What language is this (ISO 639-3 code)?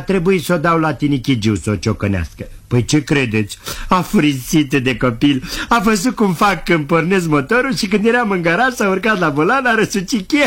ron